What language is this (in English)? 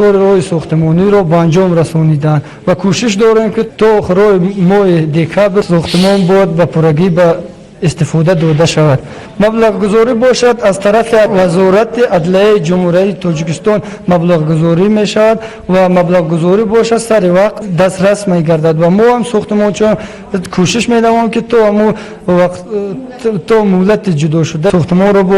Tajik